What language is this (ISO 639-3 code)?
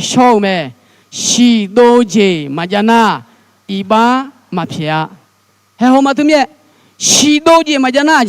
ahk